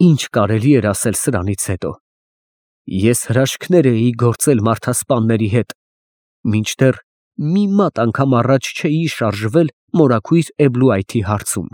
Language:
Armenian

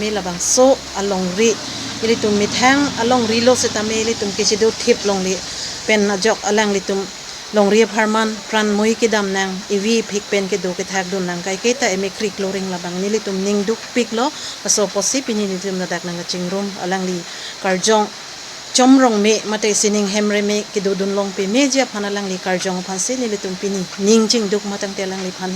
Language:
Karbi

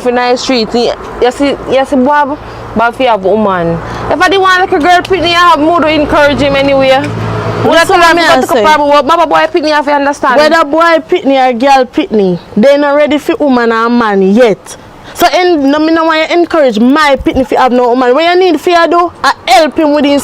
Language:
Jamaican Creole English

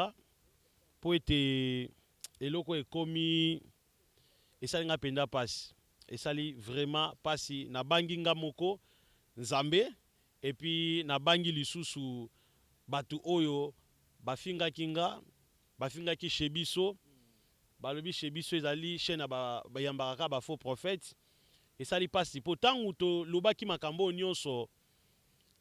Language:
Lingala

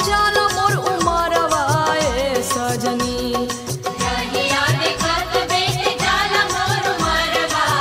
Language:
Bhojpuri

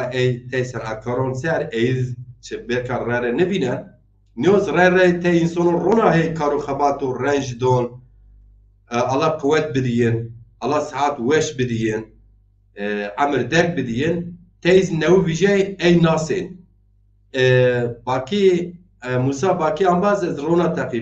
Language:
Zaza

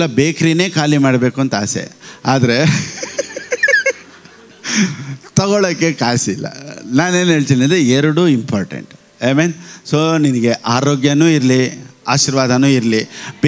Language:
Kannada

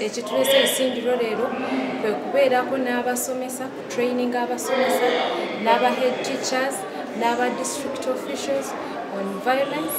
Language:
Nyankole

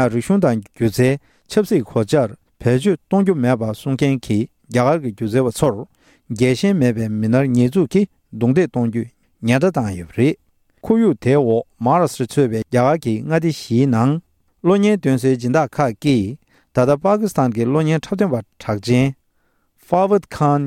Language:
Tibetan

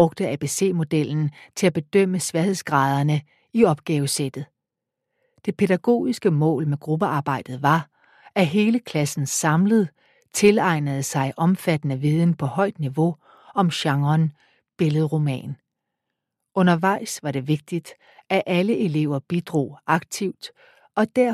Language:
Danish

